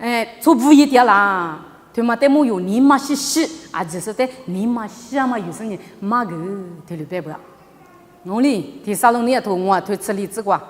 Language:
Lisu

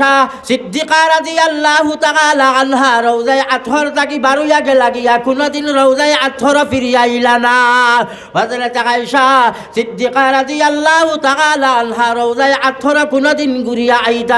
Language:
Sylheti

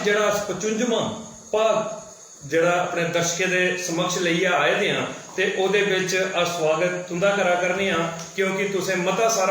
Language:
Dogri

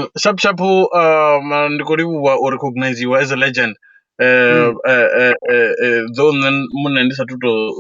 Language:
Venda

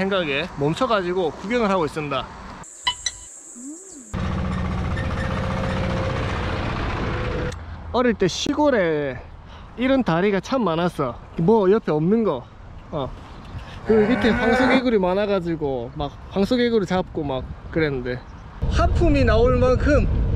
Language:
Korean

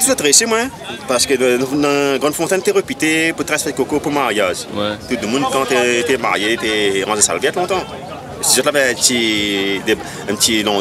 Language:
Réunion Creole French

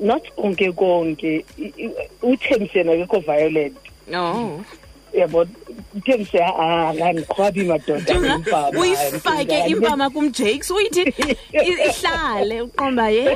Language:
Xhosa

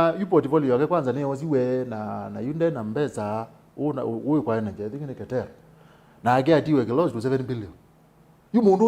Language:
Kamba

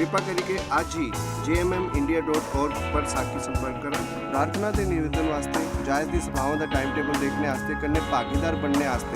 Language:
Dogri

